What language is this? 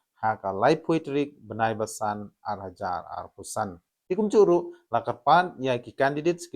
Khasi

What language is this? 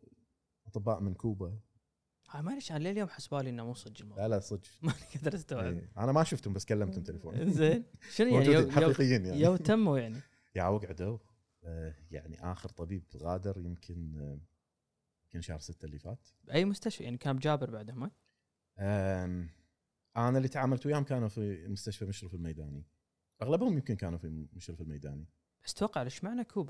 Gulf Arabic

